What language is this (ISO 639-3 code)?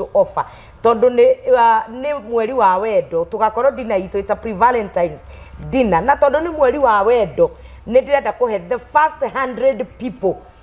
kik